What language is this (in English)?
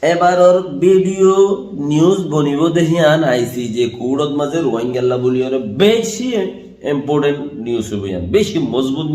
Rohingya